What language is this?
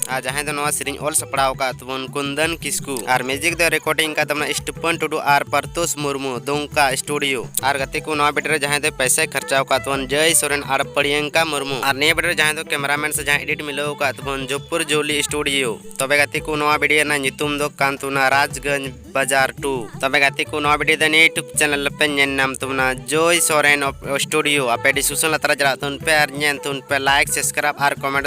Santali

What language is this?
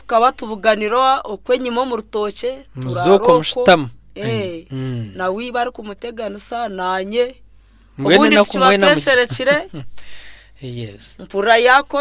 Nyankole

